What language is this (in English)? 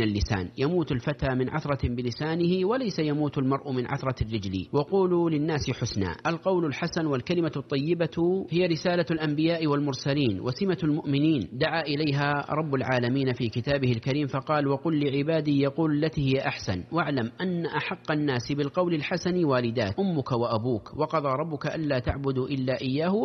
Arabic